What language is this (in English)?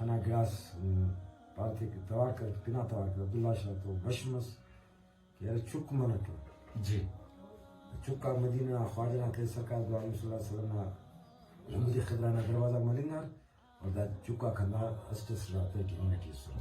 Brahui